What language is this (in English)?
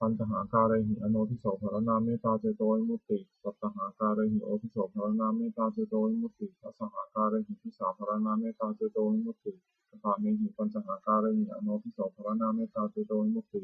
Pali